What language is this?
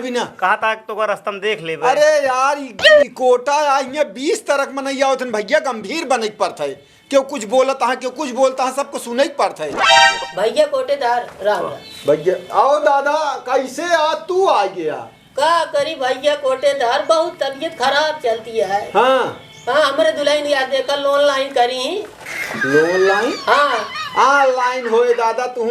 Awadhi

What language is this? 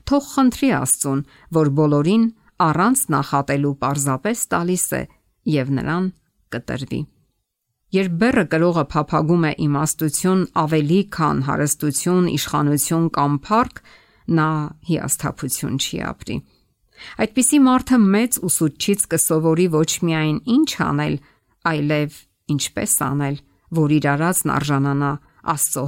Armenian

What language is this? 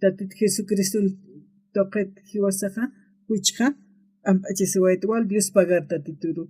Aymara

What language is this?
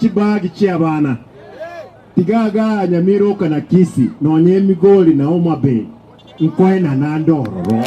Gusii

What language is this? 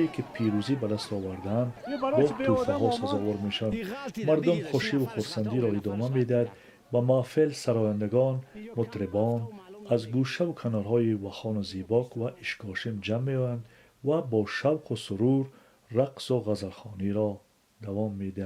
Persian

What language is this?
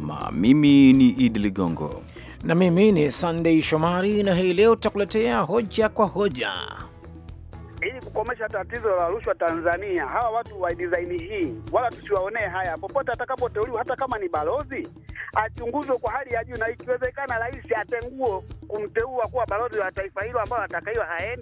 Swahili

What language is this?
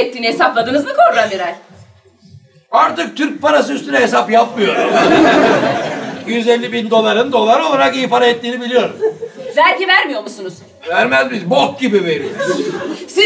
Turkish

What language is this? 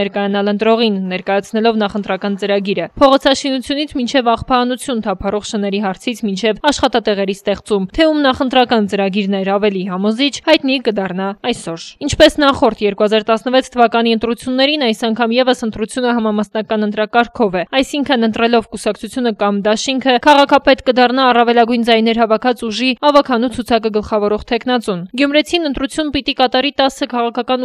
Armenian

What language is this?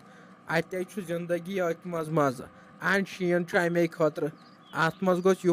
Kashmiri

